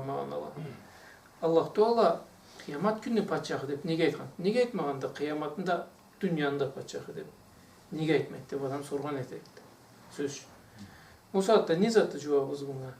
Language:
Karachay-Balkar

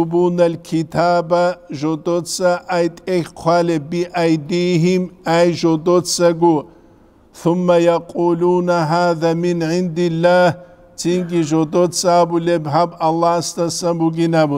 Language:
Avaric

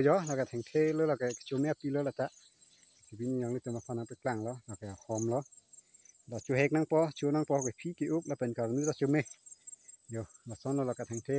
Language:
Karbi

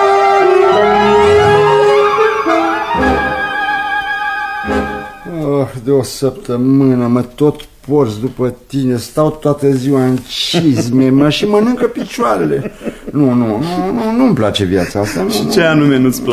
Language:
Romanian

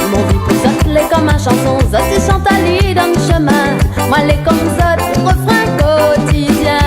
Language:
Réunion Creole French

